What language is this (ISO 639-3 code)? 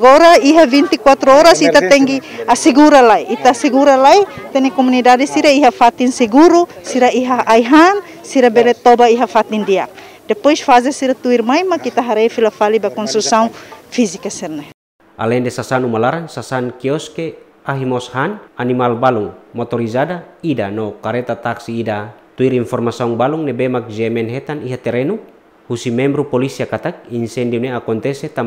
tet